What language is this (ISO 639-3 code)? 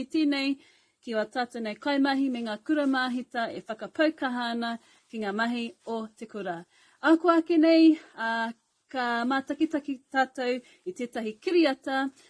mri